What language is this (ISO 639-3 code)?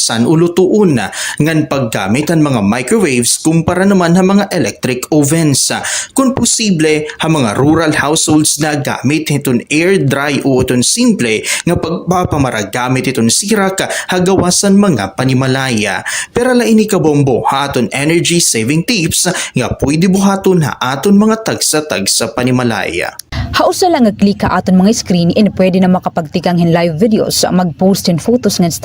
war